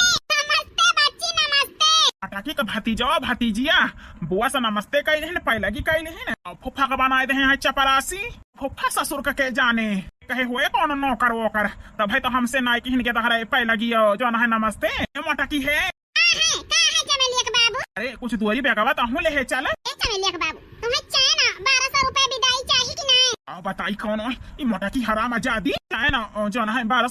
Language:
Awadhi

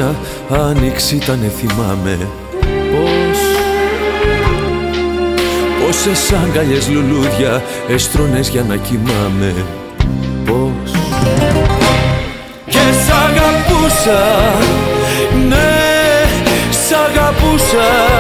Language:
Greek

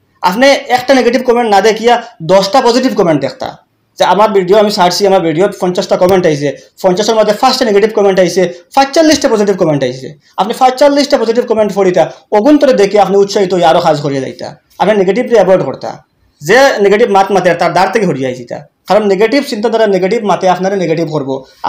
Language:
Sylheti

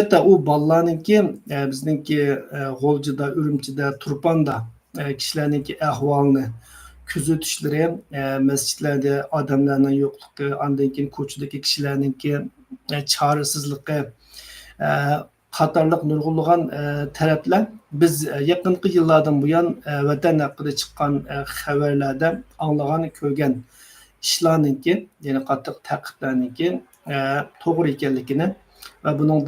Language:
Uyghur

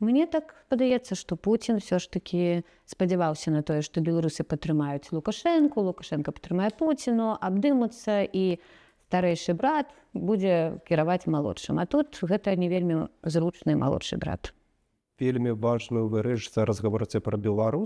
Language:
Belarusian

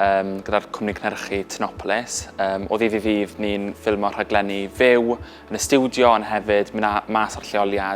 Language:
Welsh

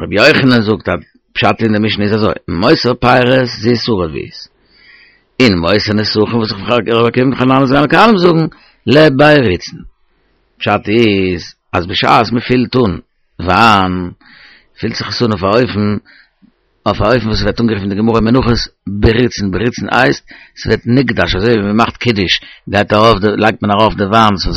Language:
Yiddish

